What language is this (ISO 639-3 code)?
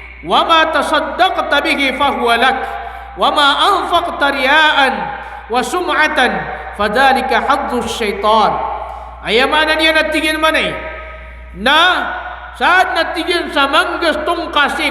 mrw